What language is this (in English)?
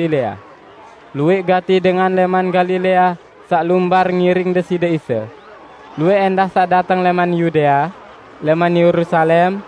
Sasak